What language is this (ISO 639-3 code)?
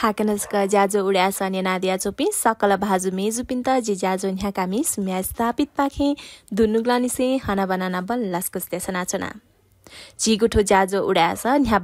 new